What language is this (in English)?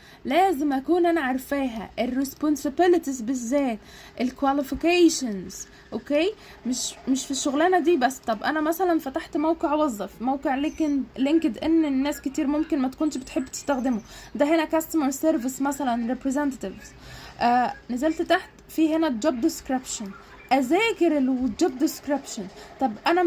Egyptian Arabic